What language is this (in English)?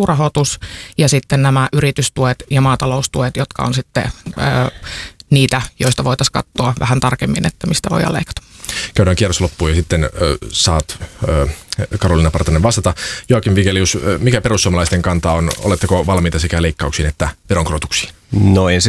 Finnish